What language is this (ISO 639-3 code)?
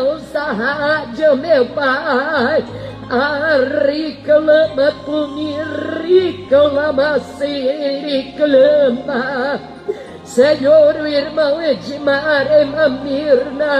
por